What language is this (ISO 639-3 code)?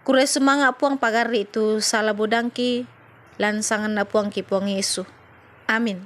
sda